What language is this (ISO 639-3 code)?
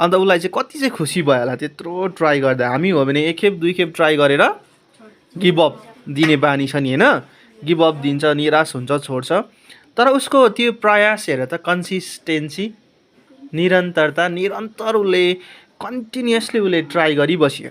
nep